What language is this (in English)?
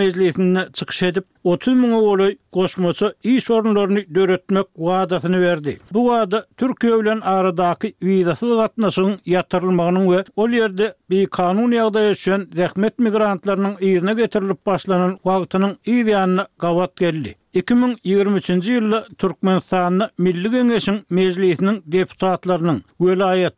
Turkmen